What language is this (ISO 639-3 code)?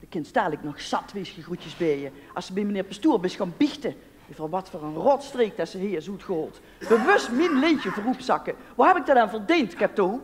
lim